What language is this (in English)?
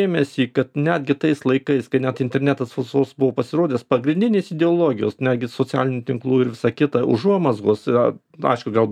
Lithuanian